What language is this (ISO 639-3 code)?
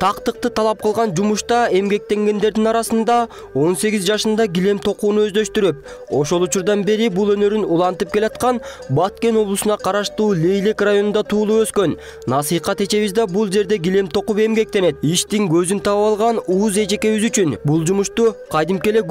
kir